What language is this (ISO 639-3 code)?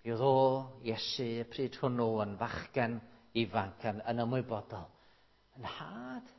cym